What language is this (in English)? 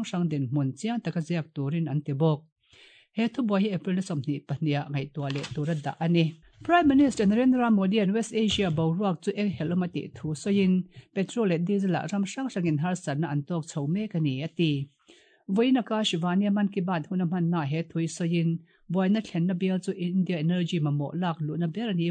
Mizo